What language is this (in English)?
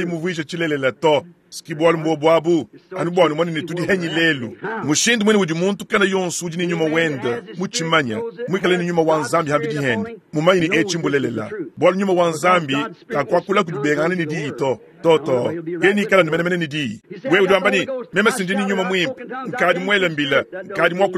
Luba-Lulua